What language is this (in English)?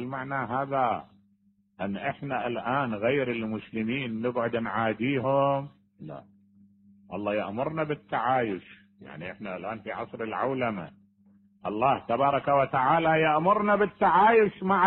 Mesopotamian Arabic